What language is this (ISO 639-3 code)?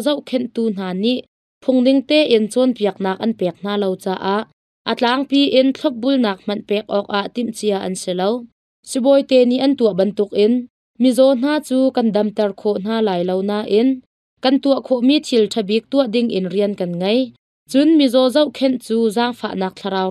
cnh